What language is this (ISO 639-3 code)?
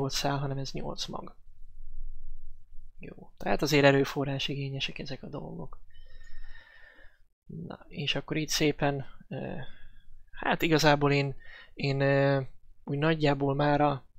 hun